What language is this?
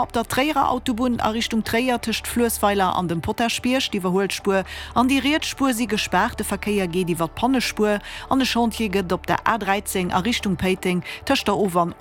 Luxembourgish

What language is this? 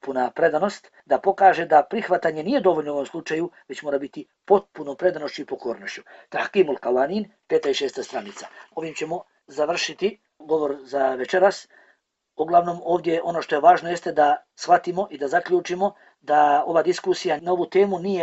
Bosnian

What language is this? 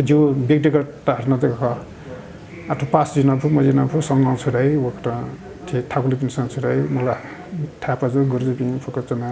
Newari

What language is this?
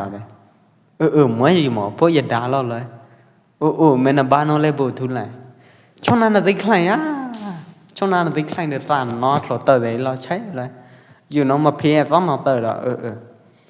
Pwo Eastern Karen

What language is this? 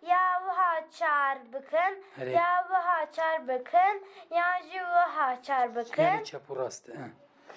Kurdish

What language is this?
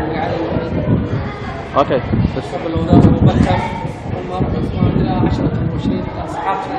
Somali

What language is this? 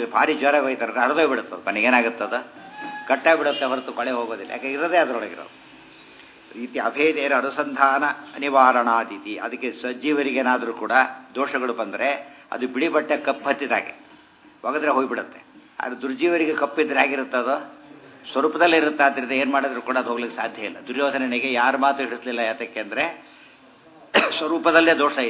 Kannada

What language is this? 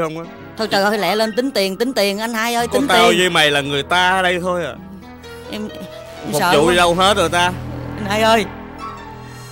Vietnamese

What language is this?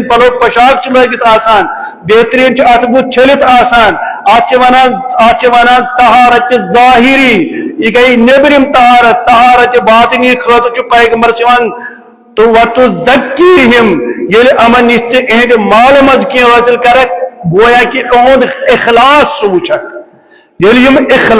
Kashmiri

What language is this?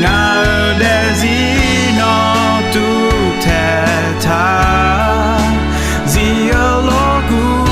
Akha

